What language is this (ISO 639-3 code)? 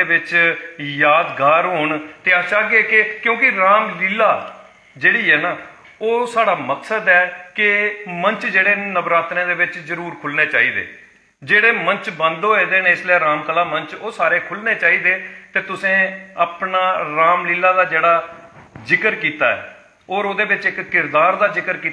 doi